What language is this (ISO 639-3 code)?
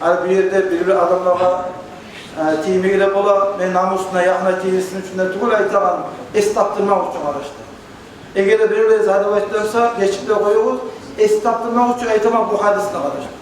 kum